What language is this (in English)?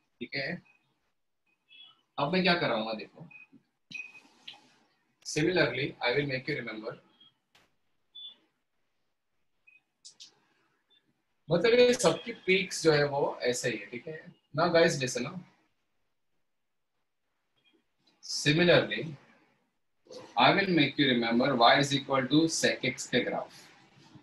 Hindi